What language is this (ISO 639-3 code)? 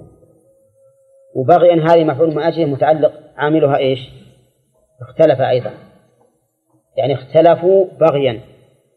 ara